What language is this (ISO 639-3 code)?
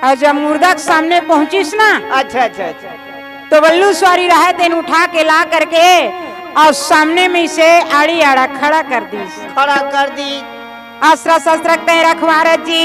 hne